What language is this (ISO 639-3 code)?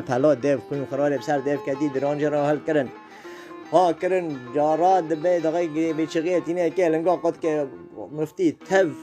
kur